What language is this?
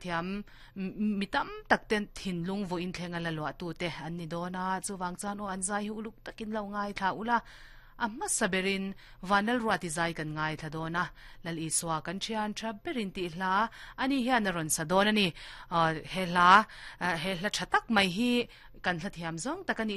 Mizo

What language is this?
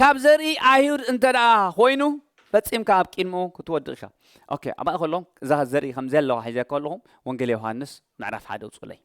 Tigrinya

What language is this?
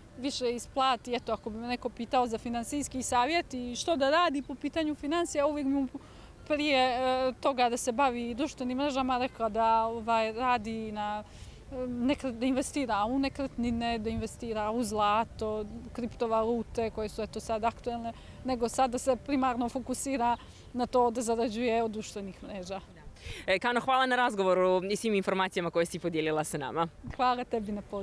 Bosnian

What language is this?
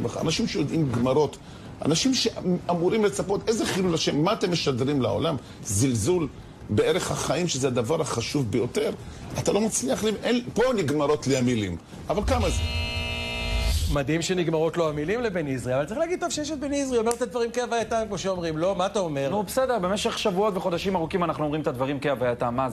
Hebrew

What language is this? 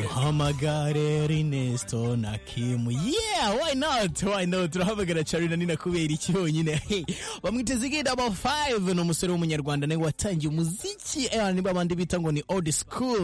Kinyarwanda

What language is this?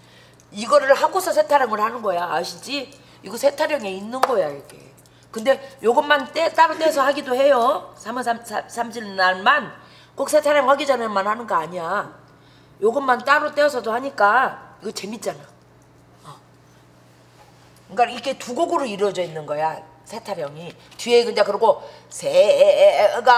Korean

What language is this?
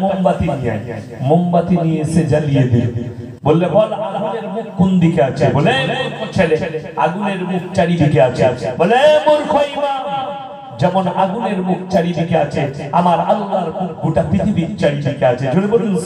Bangla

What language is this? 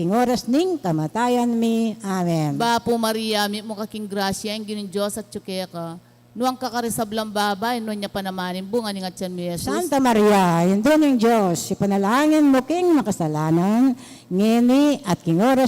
Pampanga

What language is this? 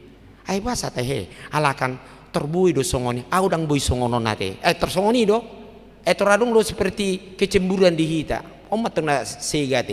Batak Toba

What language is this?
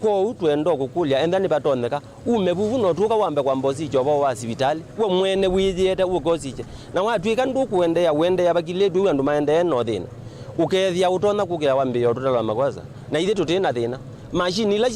Kamba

